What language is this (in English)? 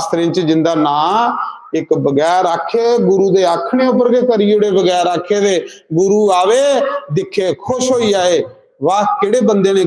Dogri